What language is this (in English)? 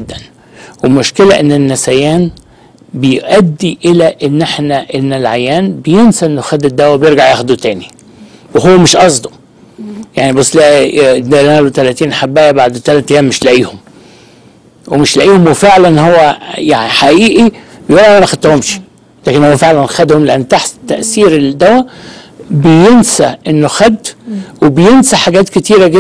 Egyptian Arabic